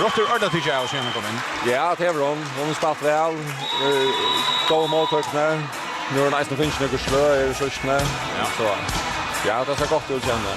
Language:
Faroese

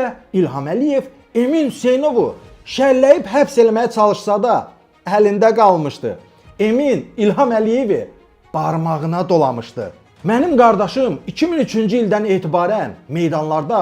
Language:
Azerbaijani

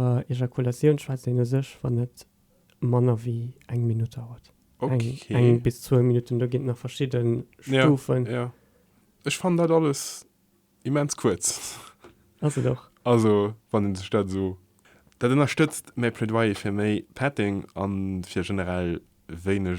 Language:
Luxembourgish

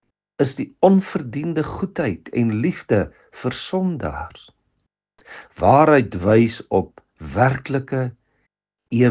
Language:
Afrikaans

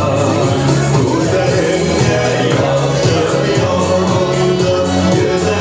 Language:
Bashkir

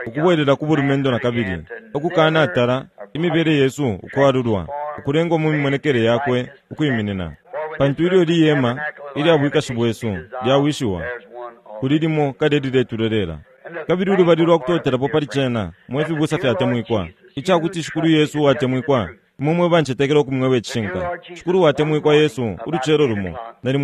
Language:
Bemba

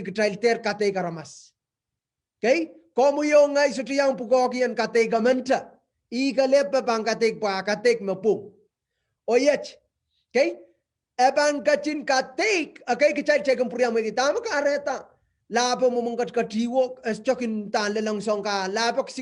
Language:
Pohnpeian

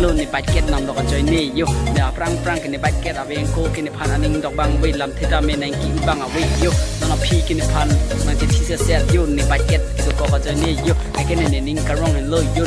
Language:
Karbi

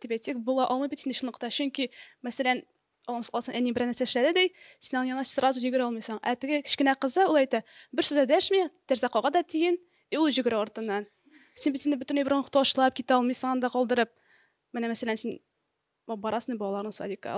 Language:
Tatar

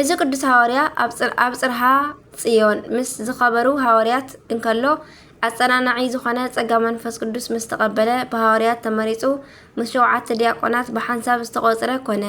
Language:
Tigrinya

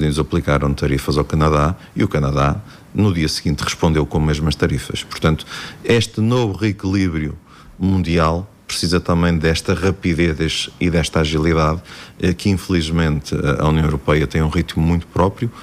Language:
Portuguese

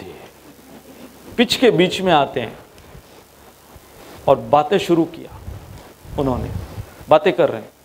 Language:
Hindi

